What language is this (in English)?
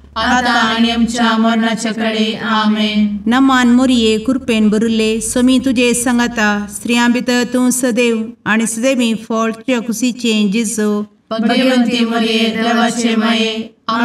Konkani